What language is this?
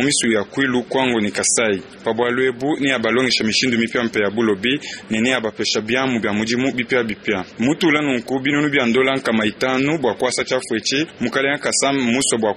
Luba-Lulua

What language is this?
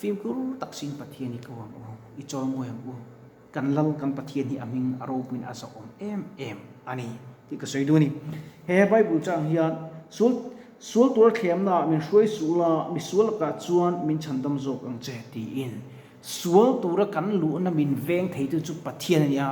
Mizo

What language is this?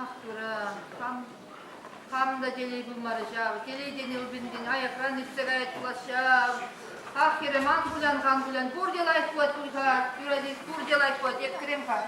Chuvash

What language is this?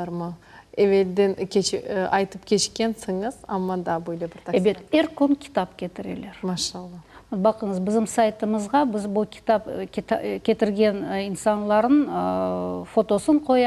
Crimean Tatar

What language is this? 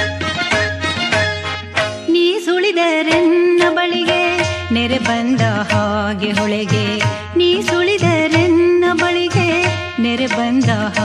Kannada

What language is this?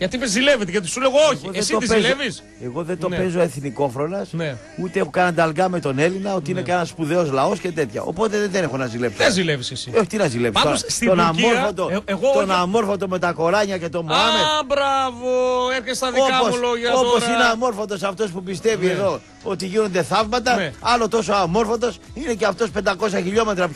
Greek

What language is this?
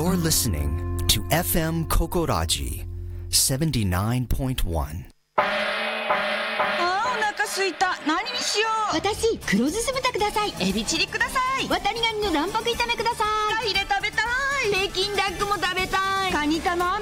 Japanese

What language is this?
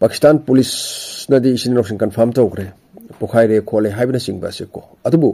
Manipuri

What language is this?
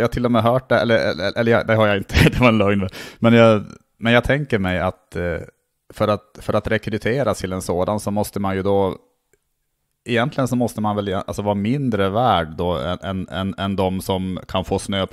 Swedish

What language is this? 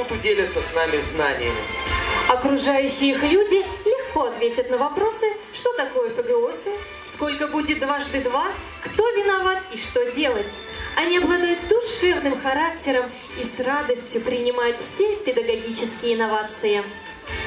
Russian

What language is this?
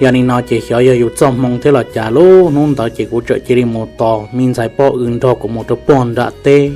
Hmong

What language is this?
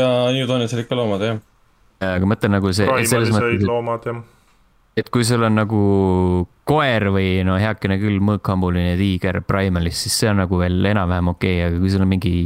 Estonian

